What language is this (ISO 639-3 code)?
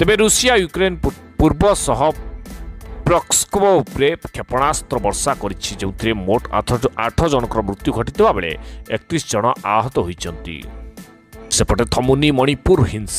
ori